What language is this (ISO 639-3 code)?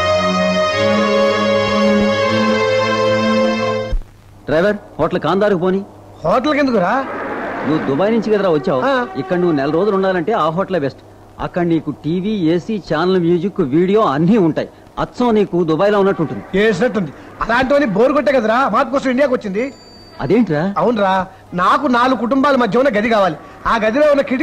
tel